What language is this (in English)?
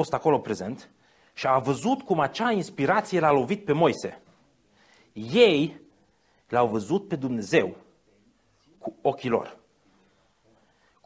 Romanian